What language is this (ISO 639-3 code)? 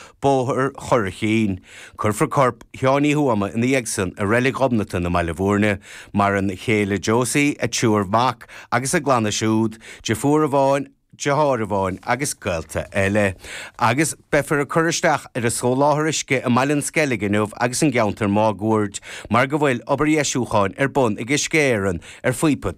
gle